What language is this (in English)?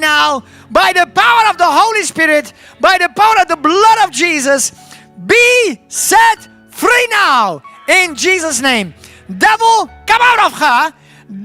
English